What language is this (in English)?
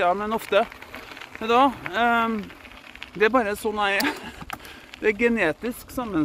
Norwegian